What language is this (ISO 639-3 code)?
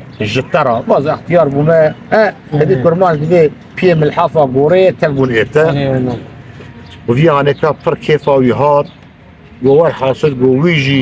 kur